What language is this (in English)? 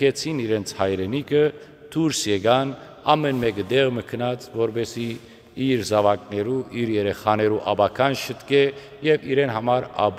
Western Armenian